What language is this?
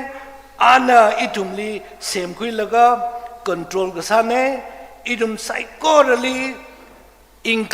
Tangkhul Naga (India)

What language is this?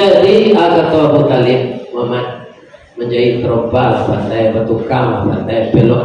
Minangkabau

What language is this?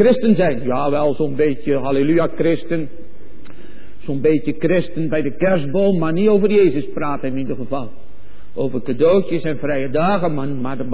Dutch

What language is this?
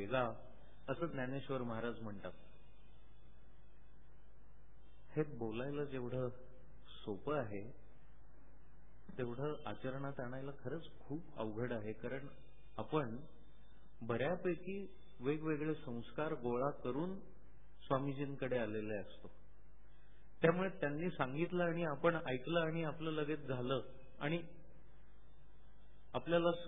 Marathi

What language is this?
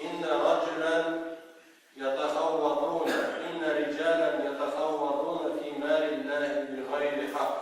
Tatar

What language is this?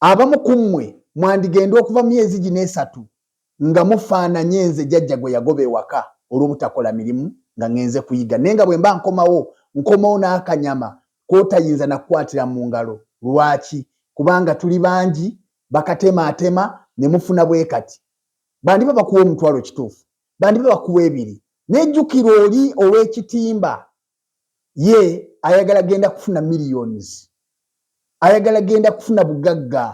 Ganda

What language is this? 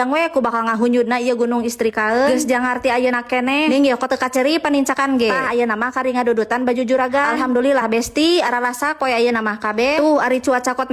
Sundanese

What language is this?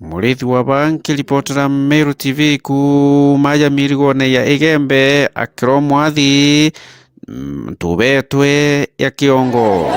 Meru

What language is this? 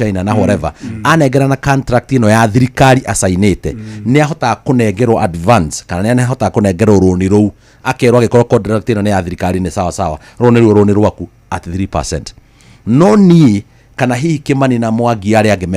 Kikuyu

